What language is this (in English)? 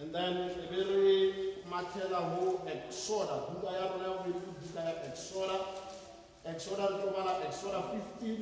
Tswana